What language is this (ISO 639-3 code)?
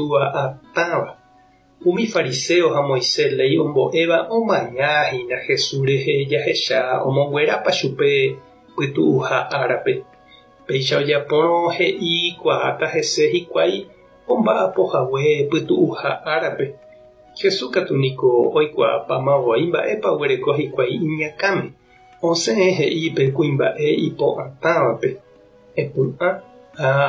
grn